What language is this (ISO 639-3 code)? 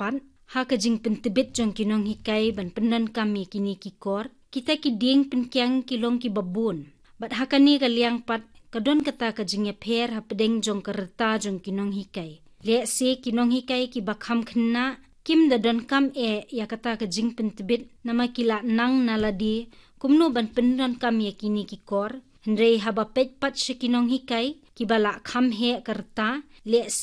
kha